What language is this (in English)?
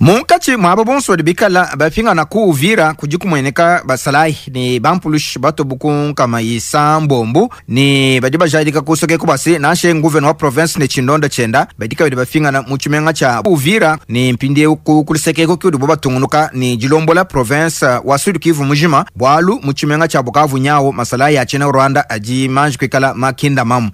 Luba-Lulua